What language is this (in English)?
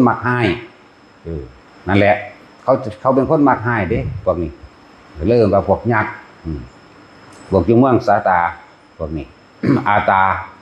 Northeastern Thai